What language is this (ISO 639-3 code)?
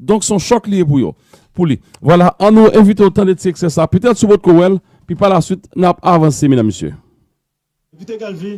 hat